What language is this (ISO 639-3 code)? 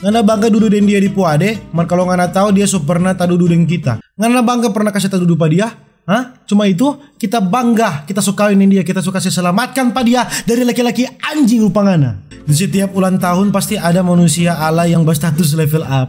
xmm